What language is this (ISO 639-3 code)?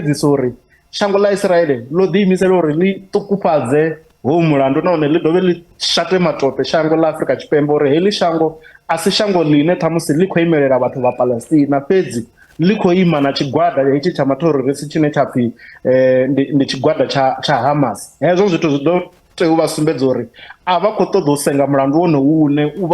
ven